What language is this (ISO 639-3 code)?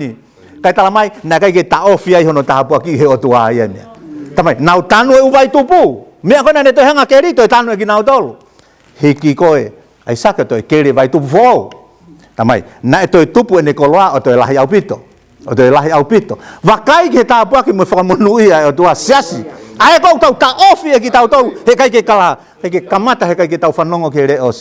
ton